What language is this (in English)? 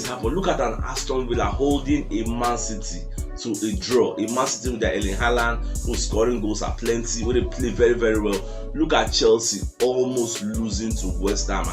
Nigerian Pidgin